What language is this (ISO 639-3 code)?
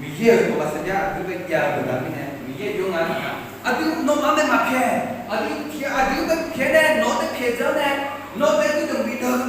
ahk